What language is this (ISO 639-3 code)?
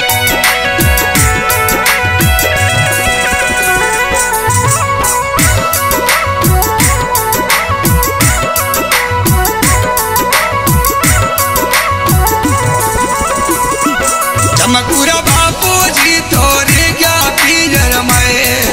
bho